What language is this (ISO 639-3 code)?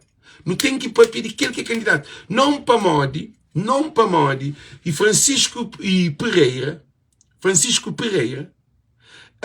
kea